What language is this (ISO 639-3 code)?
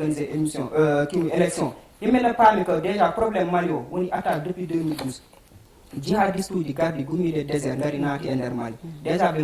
ful